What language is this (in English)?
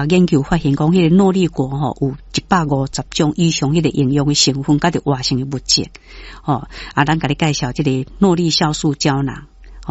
Min Nan Chinese